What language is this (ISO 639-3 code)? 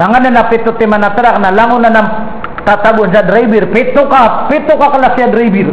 mrw